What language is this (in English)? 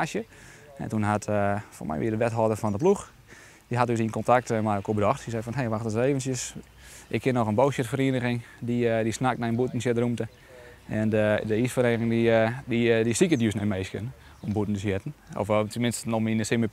Western Frisian